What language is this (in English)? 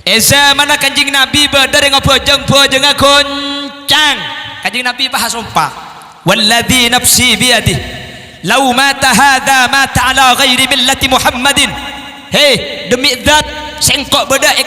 Madurese